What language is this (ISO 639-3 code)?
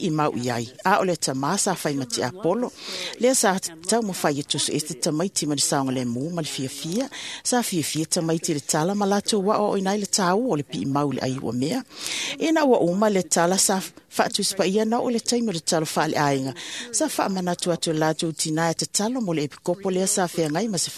smo